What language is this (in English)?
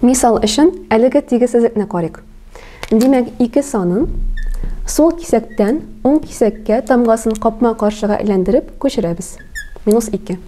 Tatar